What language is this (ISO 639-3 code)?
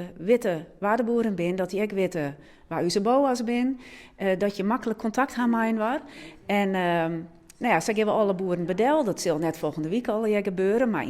fry